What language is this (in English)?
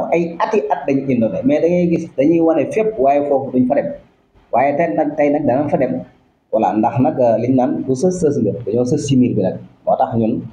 Wolof